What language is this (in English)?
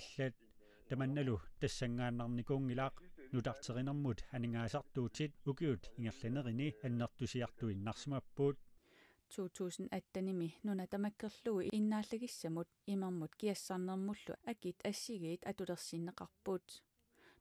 Kalaallisut